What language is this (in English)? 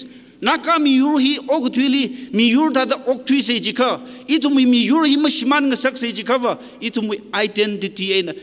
Tangkhul Naga (India)